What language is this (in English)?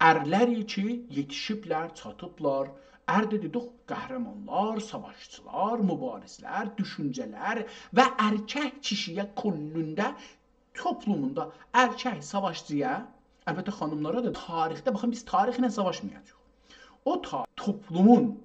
South Azerbaijani